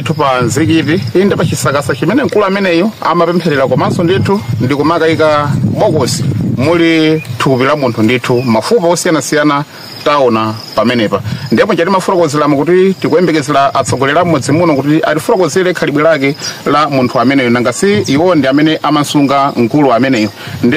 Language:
Nyanja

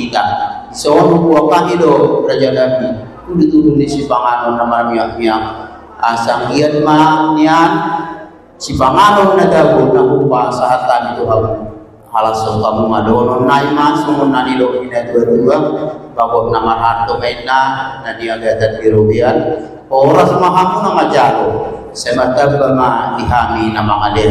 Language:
Batak Toba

